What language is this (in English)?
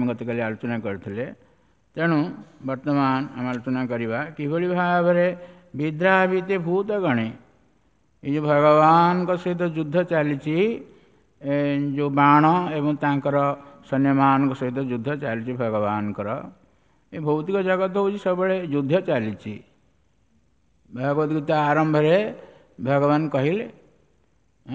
Odia